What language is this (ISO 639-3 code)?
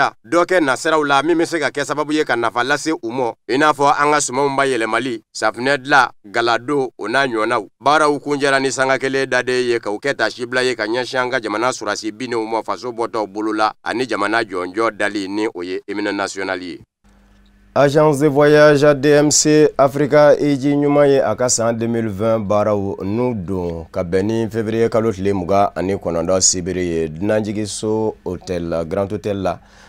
bam